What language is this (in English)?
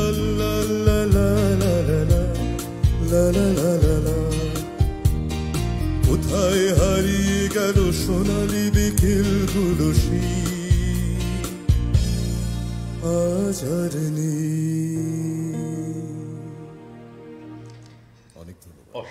Bangla